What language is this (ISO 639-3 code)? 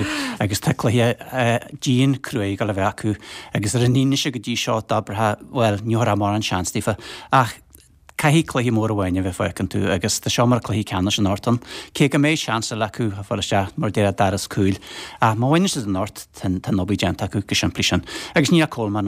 gle